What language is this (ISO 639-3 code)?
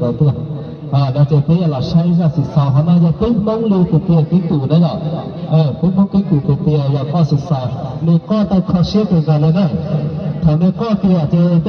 hmn